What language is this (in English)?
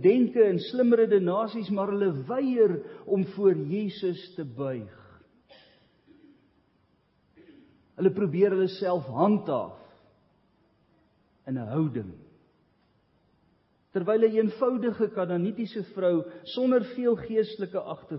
Afrikaans